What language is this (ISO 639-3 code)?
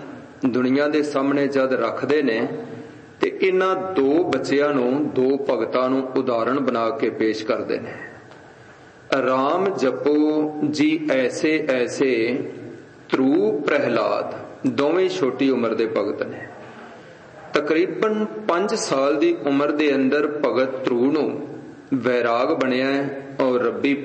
pan